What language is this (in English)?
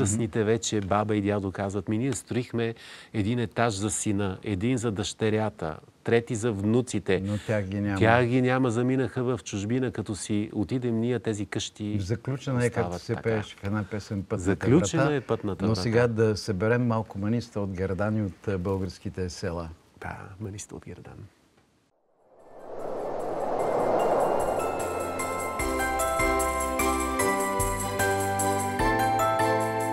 Bulgarian